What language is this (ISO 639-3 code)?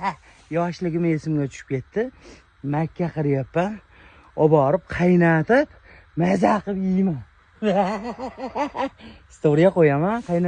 uzb